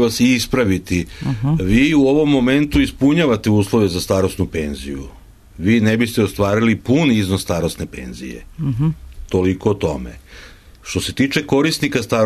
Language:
Serbian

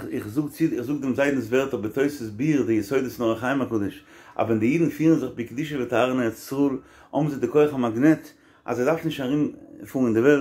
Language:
Yiddish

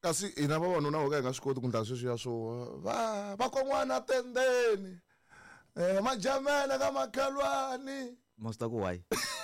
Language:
Tsonga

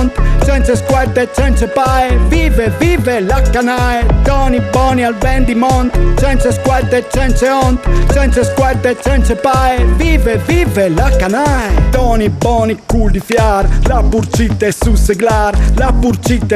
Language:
Friulian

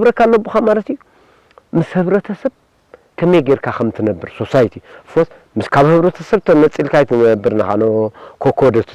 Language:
Tigrinya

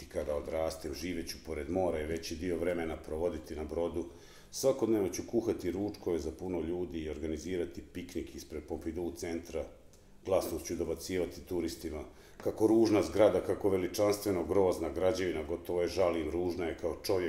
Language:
Bosnian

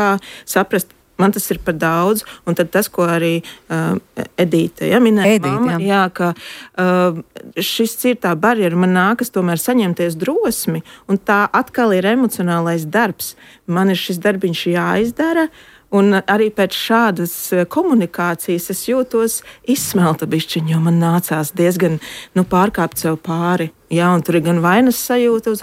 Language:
Latvian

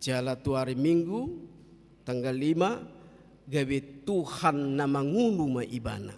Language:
Batak Toba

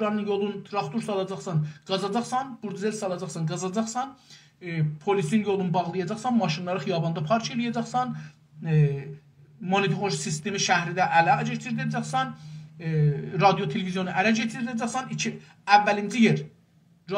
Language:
South Azerbaijani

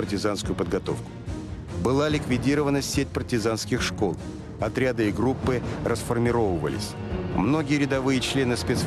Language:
Russian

